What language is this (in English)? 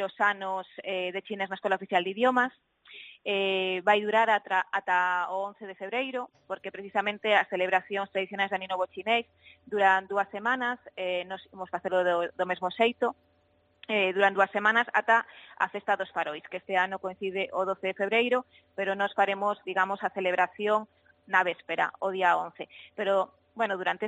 Galician